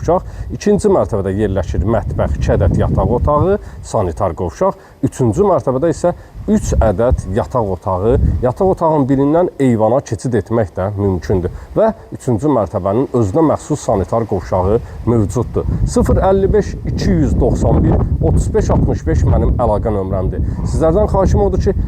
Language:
Azerbaijani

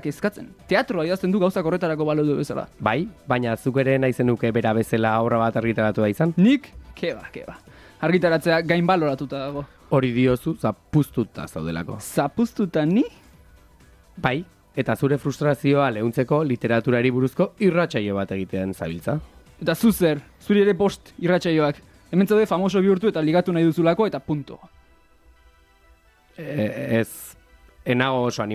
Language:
Basque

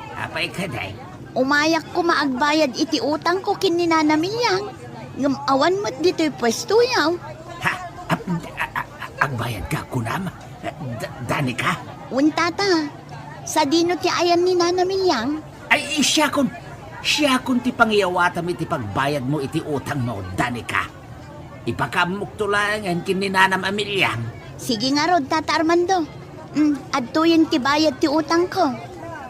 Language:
Iloko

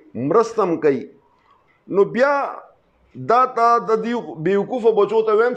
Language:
Pashto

